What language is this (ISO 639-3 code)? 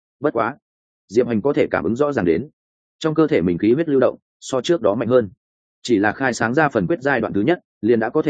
vie